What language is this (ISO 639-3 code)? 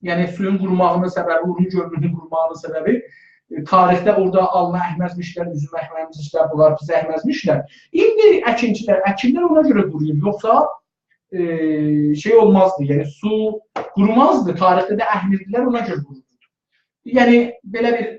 azb